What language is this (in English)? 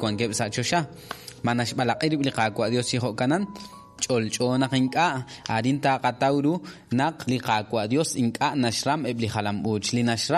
Kekchí